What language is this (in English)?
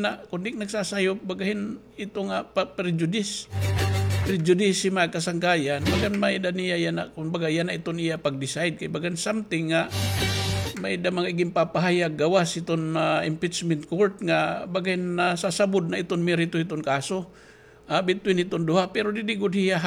Waray